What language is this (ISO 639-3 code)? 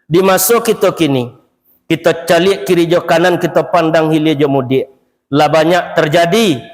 min